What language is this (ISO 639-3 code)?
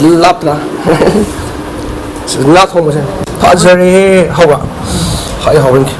mni